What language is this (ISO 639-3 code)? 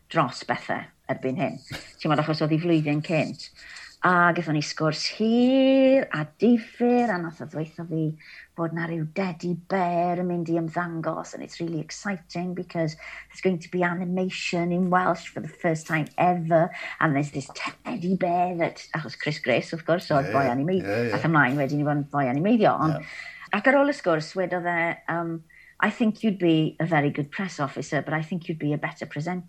cym